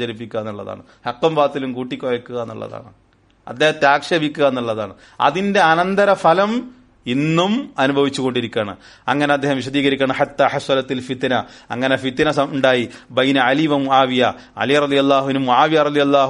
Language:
Malayalam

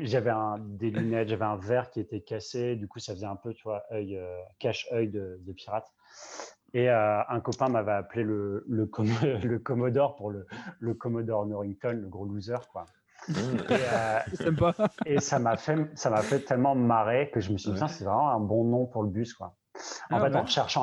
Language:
French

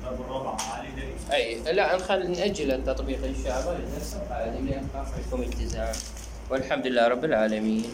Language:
Mesopotamian Arabic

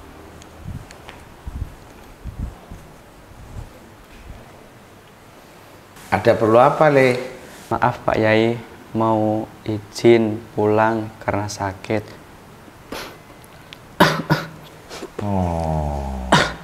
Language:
Indonesian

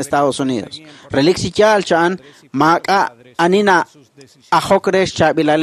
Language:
Kekchí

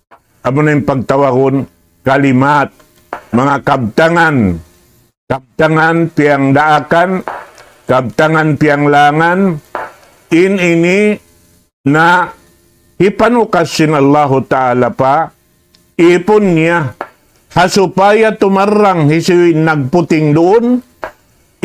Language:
Tausug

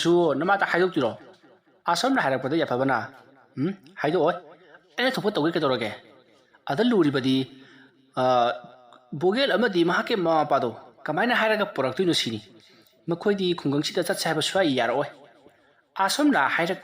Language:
Manipuri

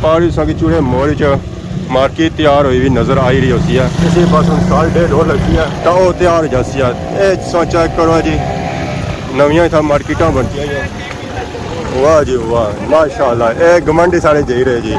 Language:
Pahari-Potwari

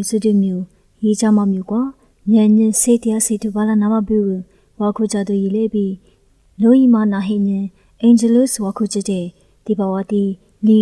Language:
Lisu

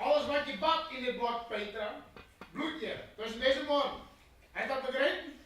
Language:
Western Frisian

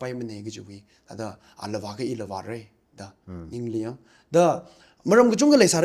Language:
Tangkhul Naga (India)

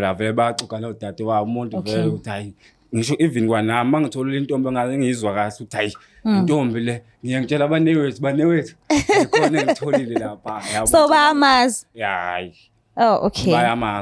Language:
Zulu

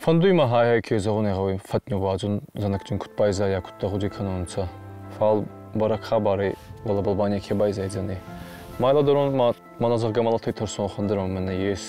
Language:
Ossetic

